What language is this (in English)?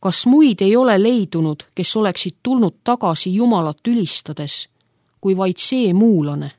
Estonian